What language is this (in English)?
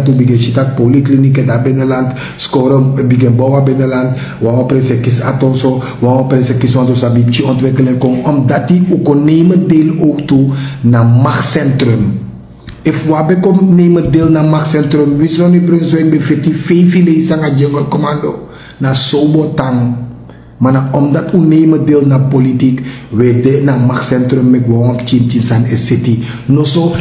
Sranan Tongo